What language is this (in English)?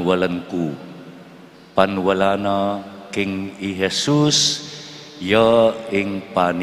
Pampanga